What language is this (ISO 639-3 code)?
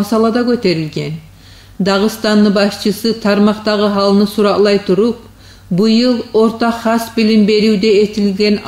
kum